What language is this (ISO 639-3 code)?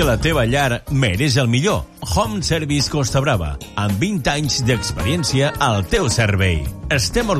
cat